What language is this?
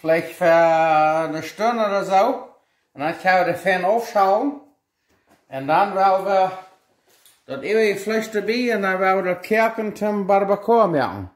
Plautdietsch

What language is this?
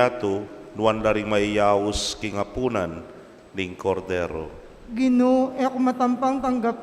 Pampanga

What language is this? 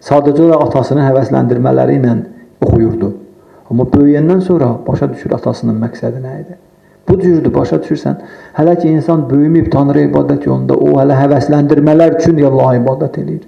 Azerbaijani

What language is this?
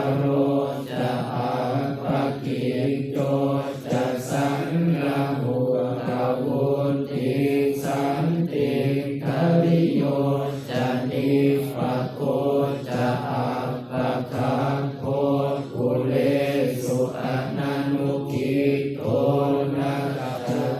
Pali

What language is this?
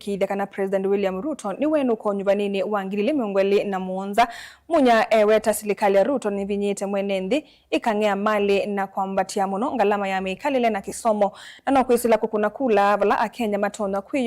Kamba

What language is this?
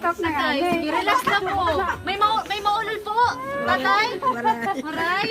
Waray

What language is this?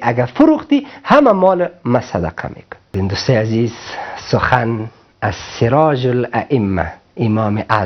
Persian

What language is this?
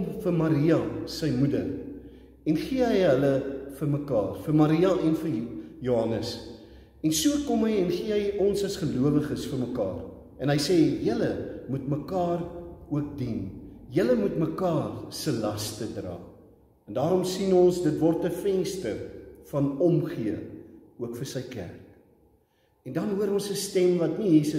Afrikaans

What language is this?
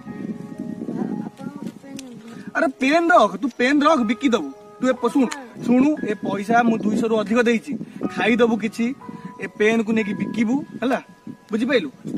Odia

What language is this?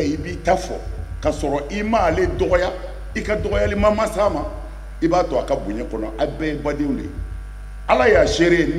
Bambara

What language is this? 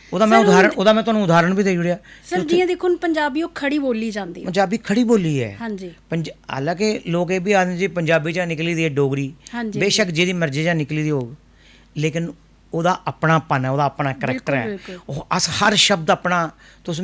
Dogri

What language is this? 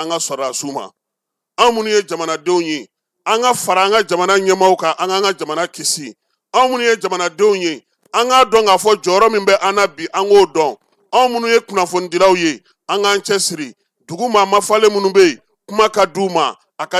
Bambara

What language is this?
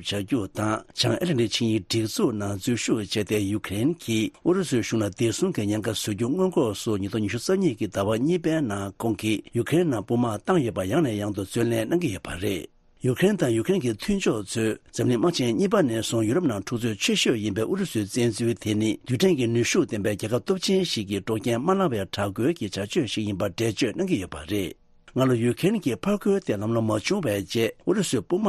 Tibetan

